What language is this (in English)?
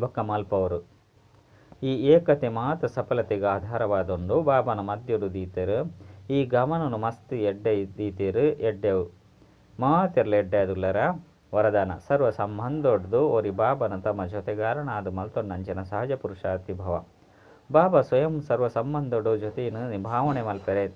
Tulu